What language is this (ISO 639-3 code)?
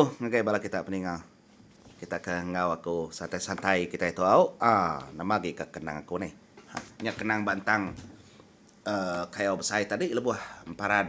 iba